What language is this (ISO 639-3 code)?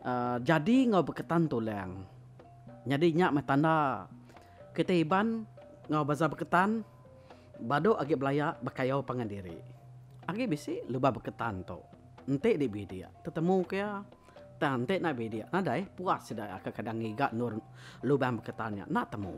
iba